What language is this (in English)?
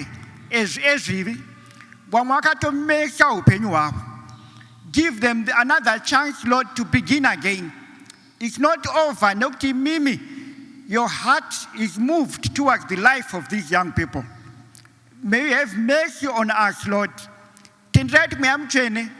Shona